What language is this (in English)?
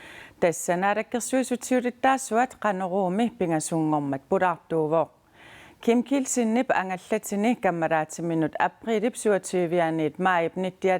Kalaallisut